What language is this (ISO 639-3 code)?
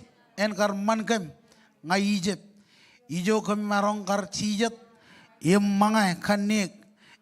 mah